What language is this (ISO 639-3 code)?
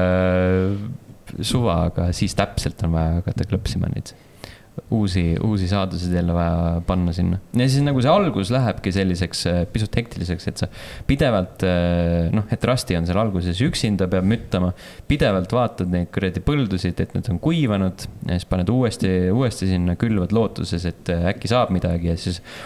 est